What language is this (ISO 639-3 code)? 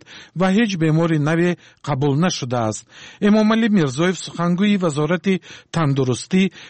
tgk